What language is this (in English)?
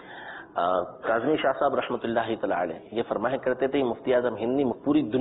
Urdu